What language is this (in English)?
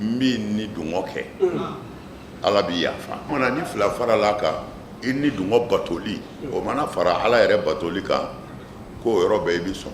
Bambara